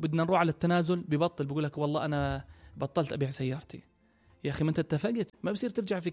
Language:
North Levantine Arabic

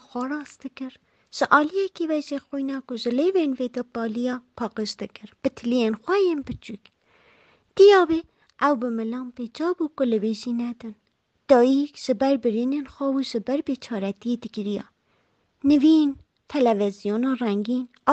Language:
Kurdish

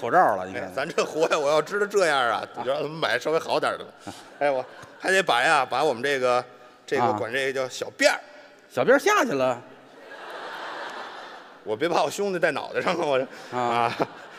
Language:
Chinese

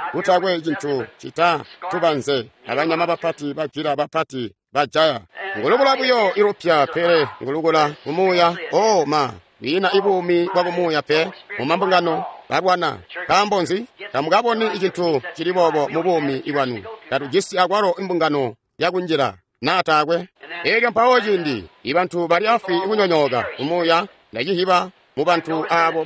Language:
Tonga (Zambia)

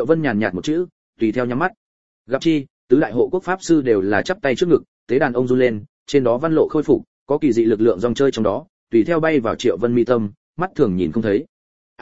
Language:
Vietnamese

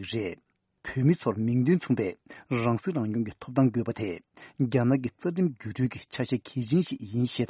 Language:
Tibetan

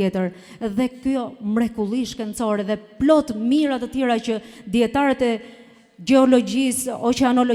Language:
Albanian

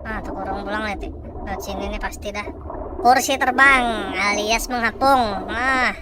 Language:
Banjar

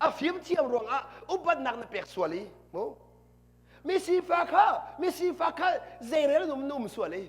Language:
Hakha Chin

